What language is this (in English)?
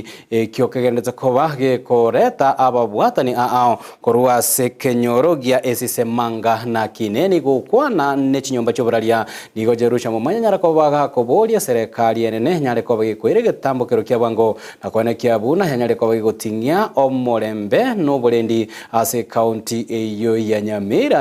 Gusii